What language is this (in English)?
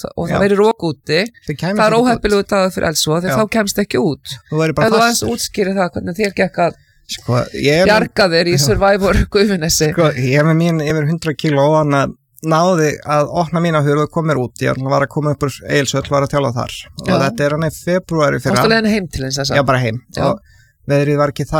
Icelandic